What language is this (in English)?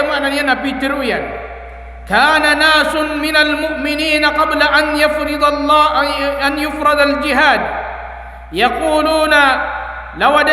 Maranao